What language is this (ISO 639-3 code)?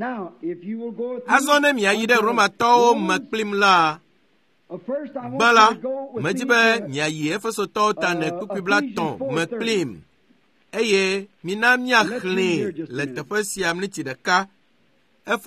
ewe